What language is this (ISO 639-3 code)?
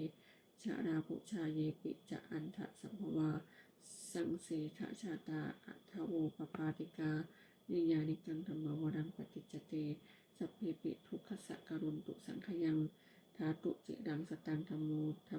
pli